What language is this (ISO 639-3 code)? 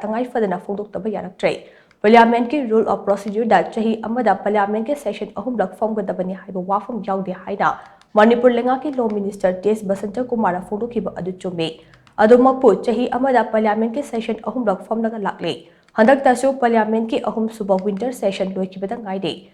mni